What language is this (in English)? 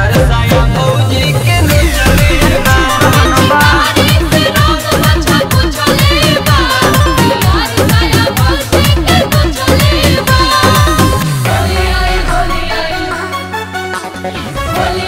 Bhojpuri